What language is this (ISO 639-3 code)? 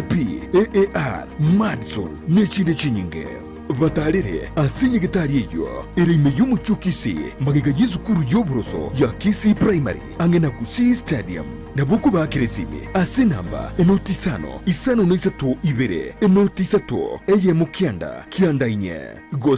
guz